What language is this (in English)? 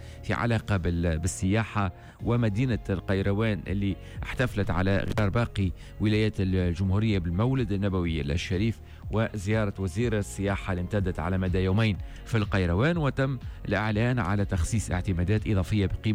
Tunisian Arabic